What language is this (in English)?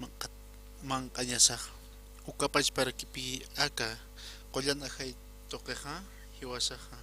Aymara